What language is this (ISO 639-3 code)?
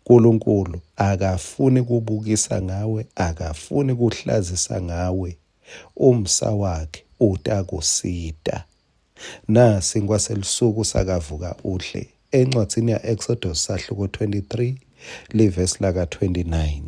ssw